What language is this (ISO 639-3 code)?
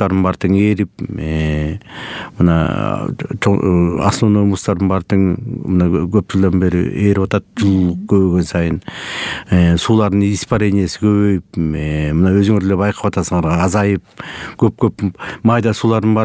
kir